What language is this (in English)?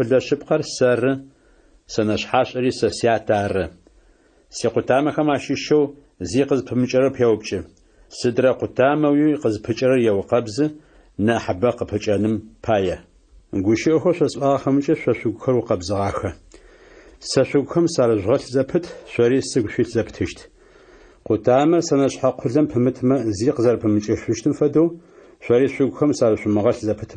Adyghe